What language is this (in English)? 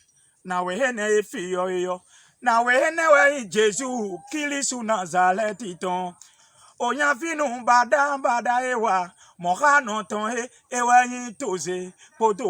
Fon